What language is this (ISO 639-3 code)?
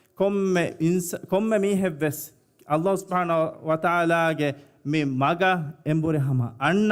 div